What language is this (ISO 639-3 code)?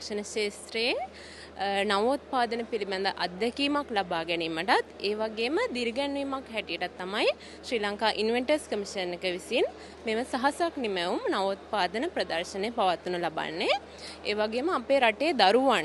sin